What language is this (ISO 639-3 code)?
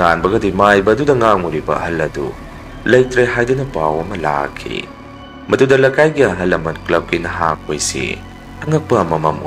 mni